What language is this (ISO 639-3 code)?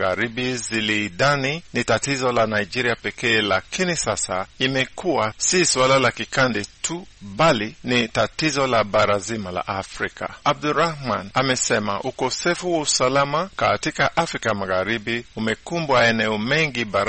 swa